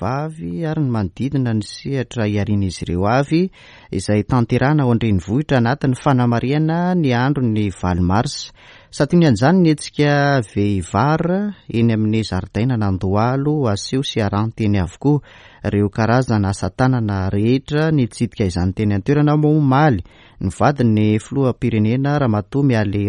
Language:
Malagasy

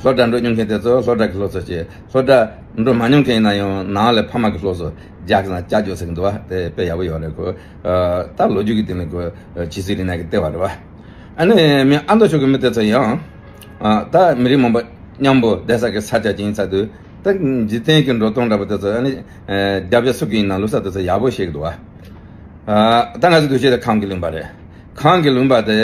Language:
Tibetan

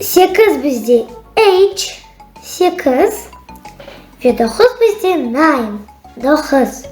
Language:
Crimean Tatar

